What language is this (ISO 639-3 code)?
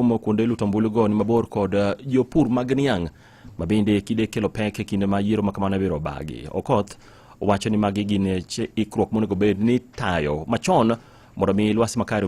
luo